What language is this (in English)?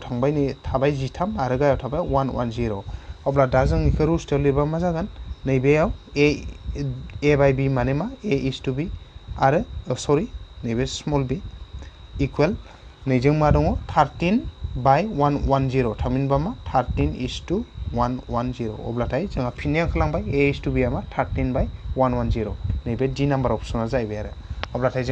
Bodo